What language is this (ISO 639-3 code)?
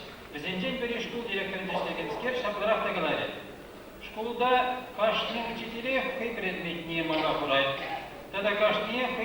chv